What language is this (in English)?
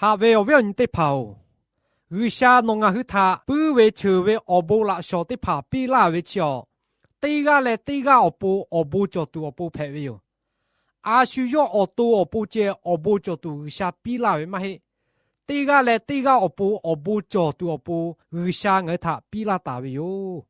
Lahu